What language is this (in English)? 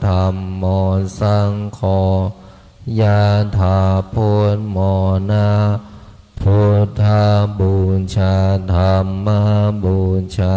Pali